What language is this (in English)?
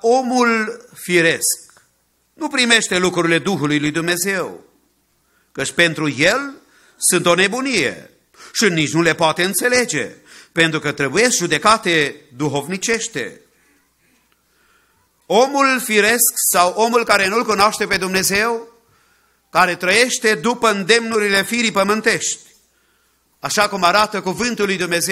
Romanian